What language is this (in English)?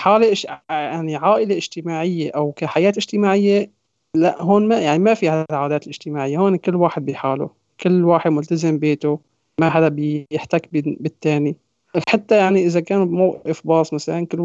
North Levantine Arabic